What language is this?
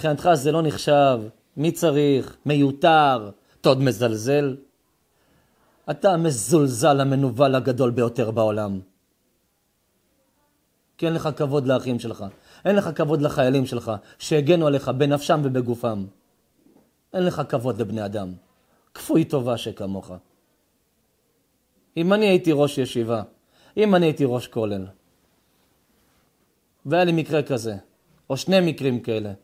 Hebrew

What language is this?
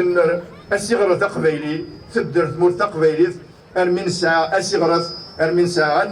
Kabyle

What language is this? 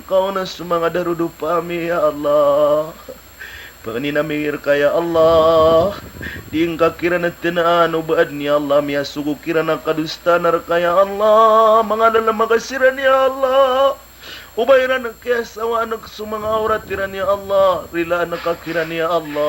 Maranao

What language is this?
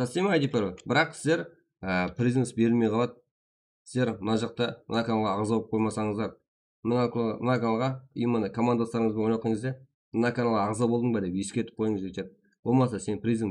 Kara-Kalpak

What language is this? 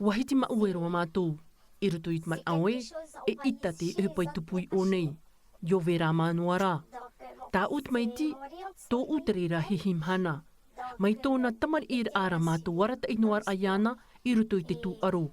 Tahitian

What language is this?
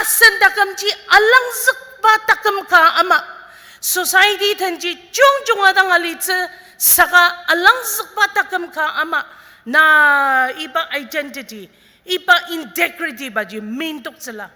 Ao Naga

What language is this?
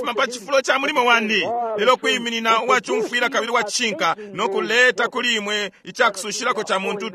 Bemba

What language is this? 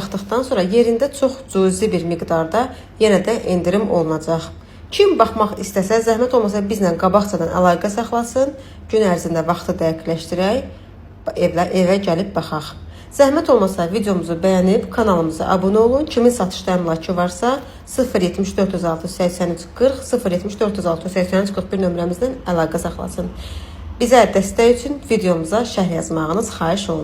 Azerbaijani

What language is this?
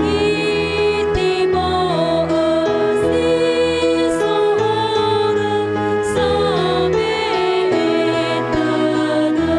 Nias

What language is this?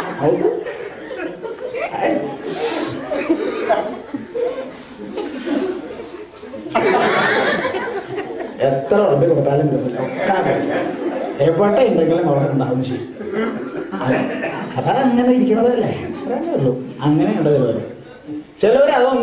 Malayalam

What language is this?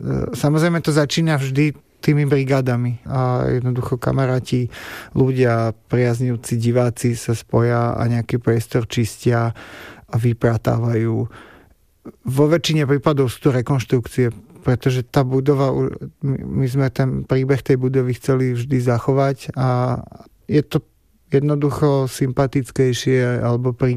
Slovak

